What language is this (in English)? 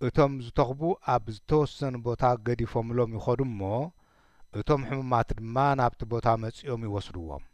Tigrinya